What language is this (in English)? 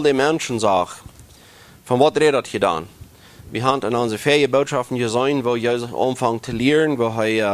Plautdietsch